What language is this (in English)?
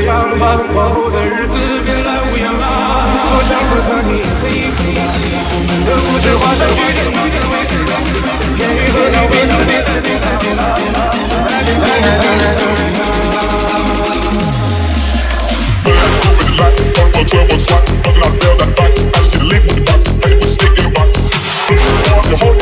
Chinese